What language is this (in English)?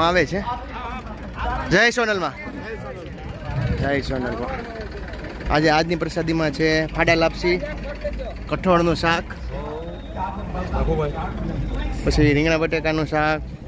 Gujarati